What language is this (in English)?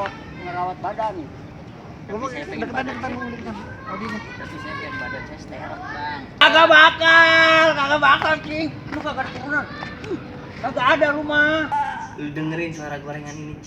Betawi